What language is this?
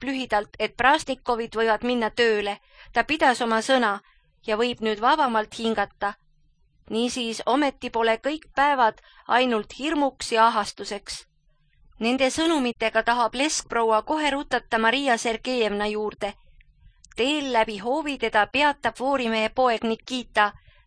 Estonian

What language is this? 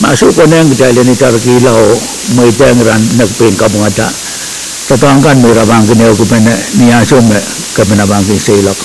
Pohnpeian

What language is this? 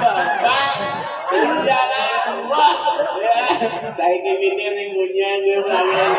Banjar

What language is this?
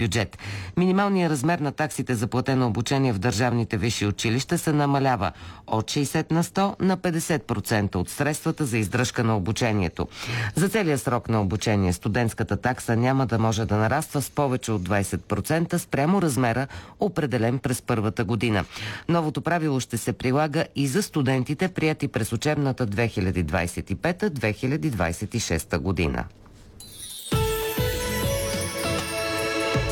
Bulgarian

